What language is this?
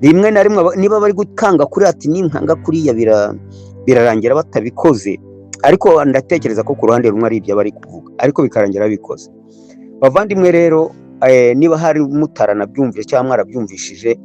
Kinyarwanda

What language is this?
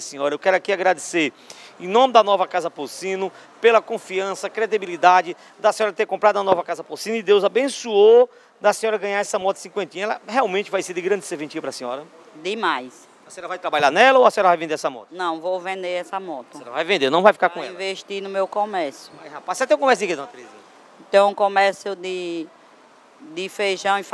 Portuguese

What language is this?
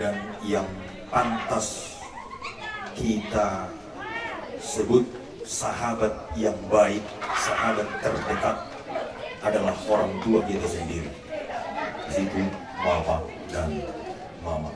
Batak Toba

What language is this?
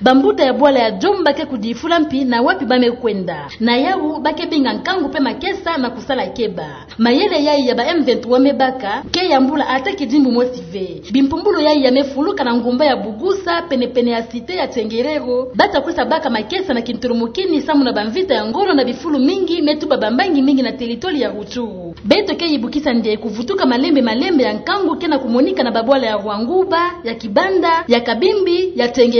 Kituba (Democratic Republic of Congo)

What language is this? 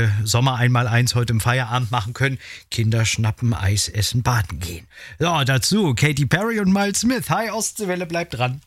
German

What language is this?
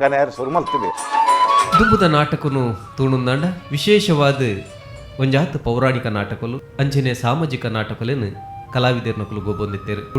Tulu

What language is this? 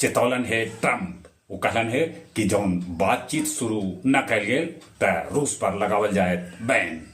Magahi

